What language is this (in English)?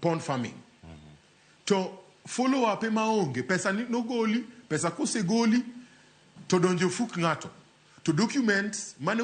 Luo (Kenya and Tanzania)